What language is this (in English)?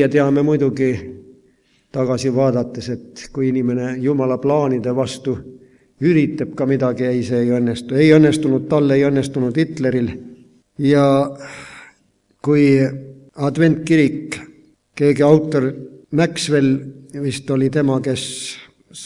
Estonian